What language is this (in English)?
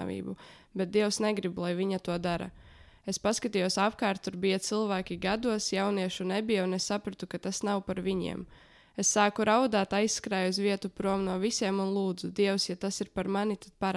Latvian